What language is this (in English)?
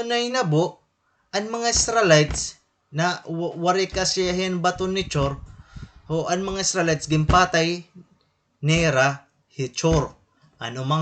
Waray